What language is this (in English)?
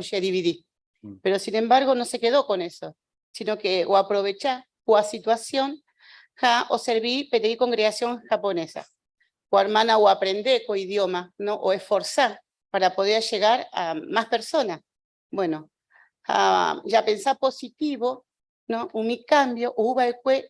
Guarani